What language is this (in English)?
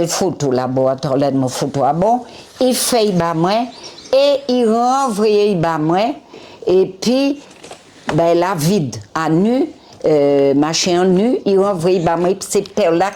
Guadeloupean Creole French